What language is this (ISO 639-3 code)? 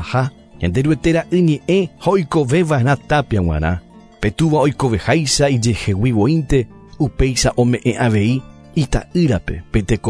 grn